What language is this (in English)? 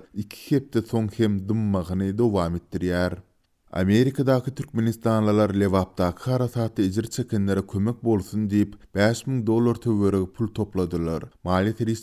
Turkmen